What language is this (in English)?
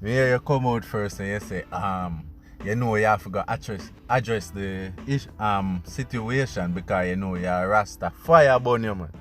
Jamaican Creole English